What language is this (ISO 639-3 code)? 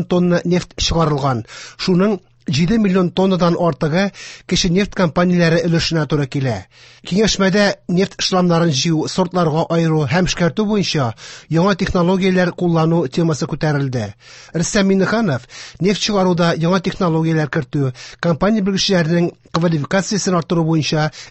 tat